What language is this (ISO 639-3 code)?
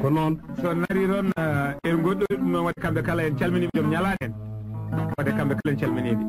ful